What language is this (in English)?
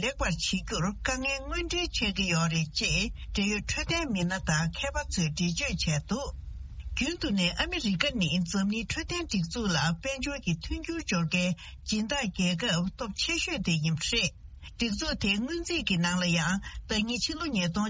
Tibetan